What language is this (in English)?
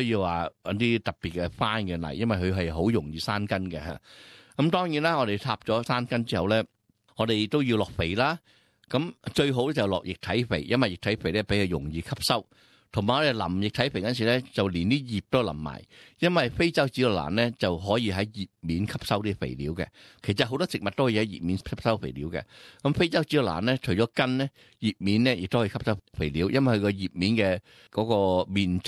Cantonese